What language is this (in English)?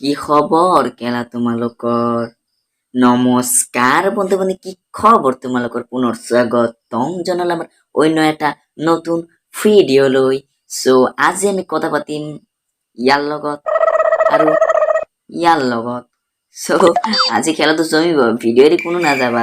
Assamese